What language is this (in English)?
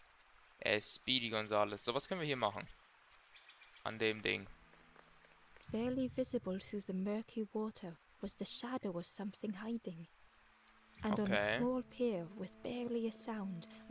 German